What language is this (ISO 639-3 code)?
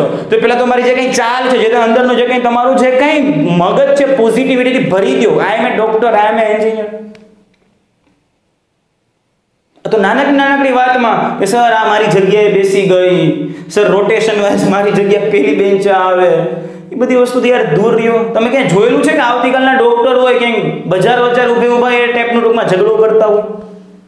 guj